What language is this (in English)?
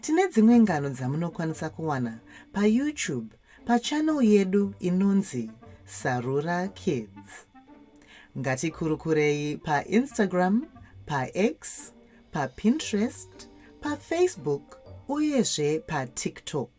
Shona